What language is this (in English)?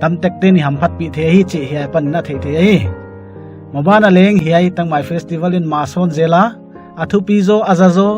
Paite Chin